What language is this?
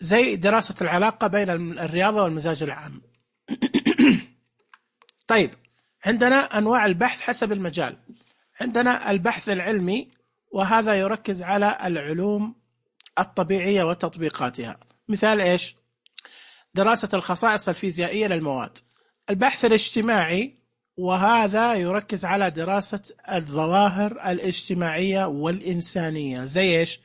Najdi Arabic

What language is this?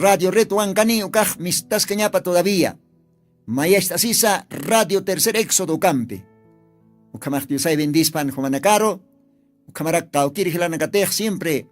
Aymara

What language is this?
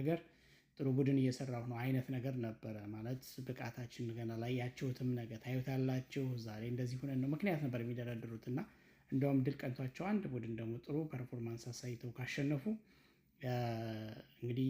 Amharic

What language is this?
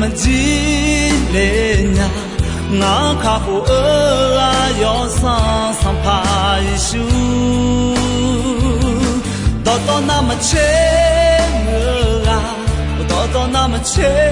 Akha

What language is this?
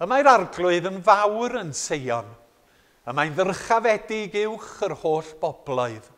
Welsh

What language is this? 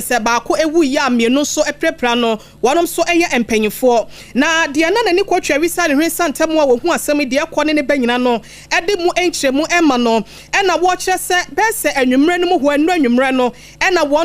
Akan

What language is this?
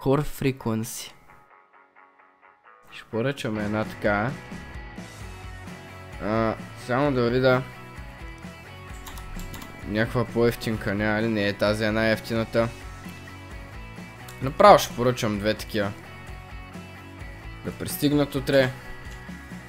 Bulgarian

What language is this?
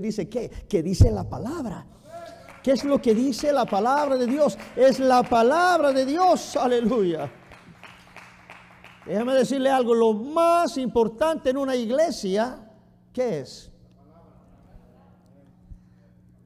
Spanish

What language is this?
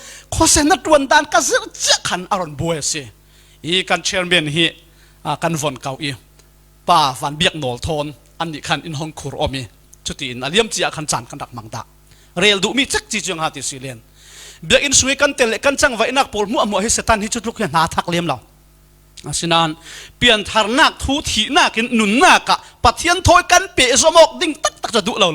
Falam Chin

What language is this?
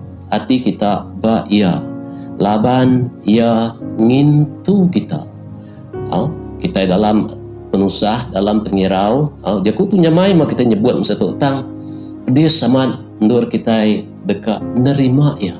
Iban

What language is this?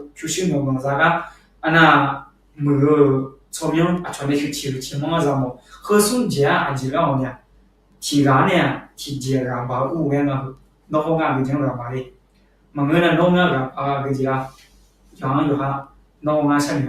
Akha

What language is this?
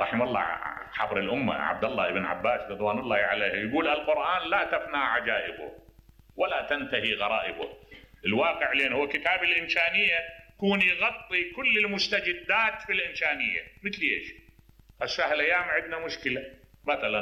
Mesopotamian Arabic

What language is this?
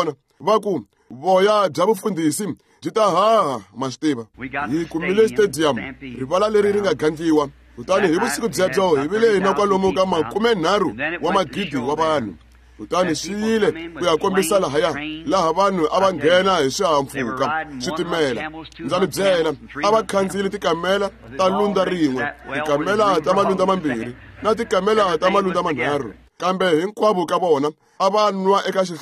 Tsonga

